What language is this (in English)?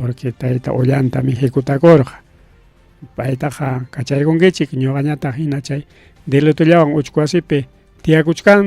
Ayacucho Quechua